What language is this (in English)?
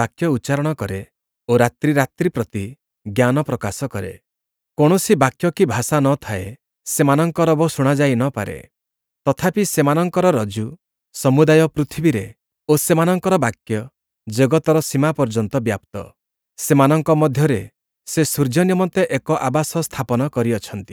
Odia